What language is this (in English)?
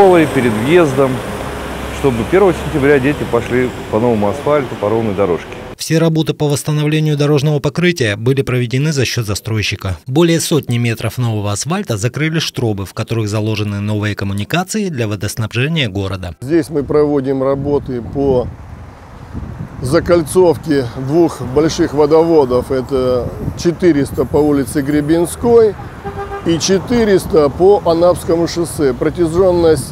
Russian